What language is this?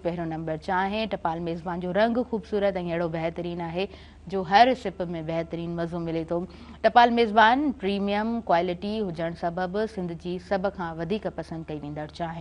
Sindhi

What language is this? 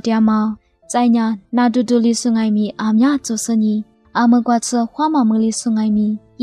Lisu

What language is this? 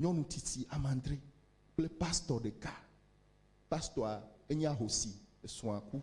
Ewe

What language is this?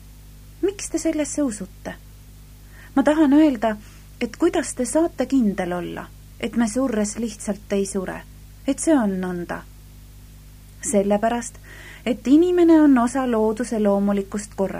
Estonian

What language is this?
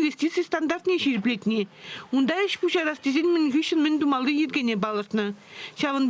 Chuvash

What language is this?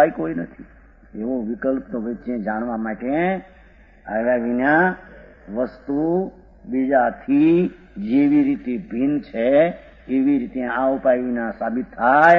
Gujarati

